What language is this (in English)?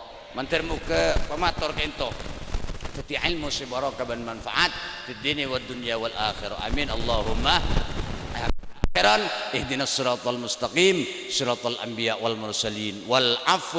Madurese